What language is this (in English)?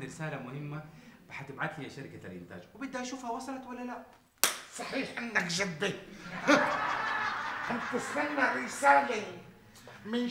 North Levantine Arabic